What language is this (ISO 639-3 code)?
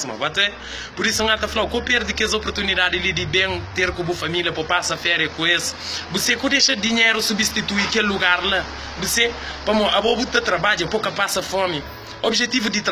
kea